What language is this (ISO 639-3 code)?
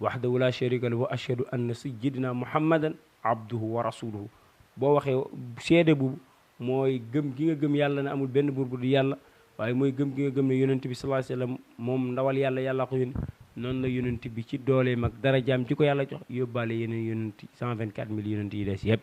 wol